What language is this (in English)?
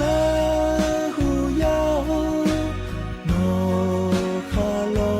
Lahu